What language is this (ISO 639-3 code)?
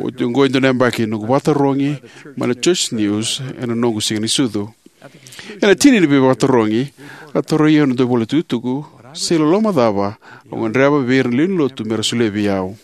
fij